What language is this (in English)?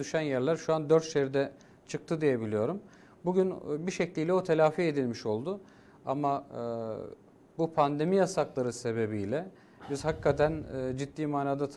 Turkish